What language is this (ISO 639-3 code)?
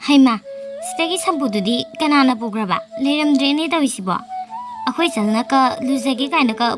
mni